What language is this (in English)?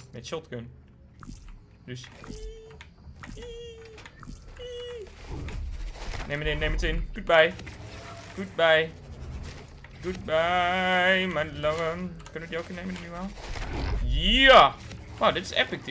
Dutch